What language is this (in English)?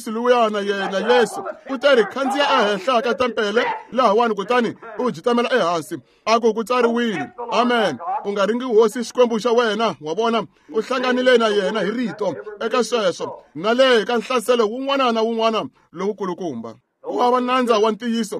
Tsonga